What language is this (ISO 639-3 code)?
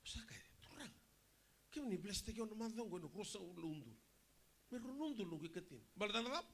fij